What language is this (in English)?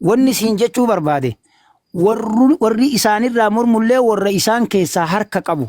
Oromo